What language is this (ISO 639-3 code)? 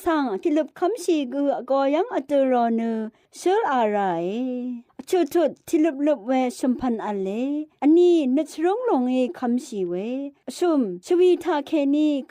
raw